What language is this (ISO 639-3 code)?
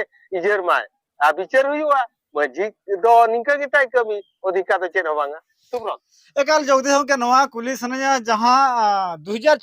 sat